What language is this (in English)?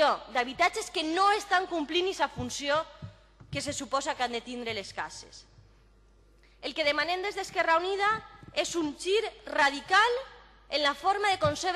Catalan